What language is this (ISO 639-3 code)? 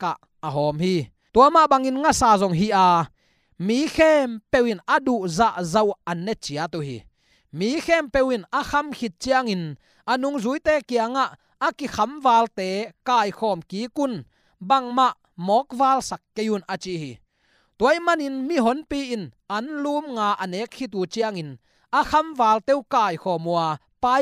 ctd